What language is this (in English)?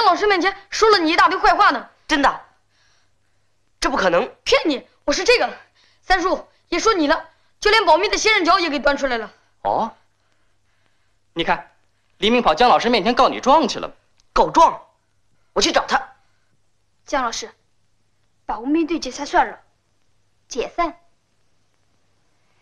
Chinese